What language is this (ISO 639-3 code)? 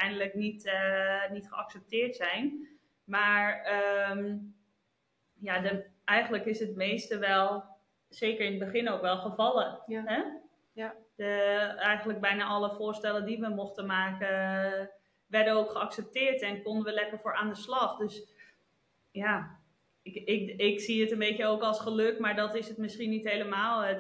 nld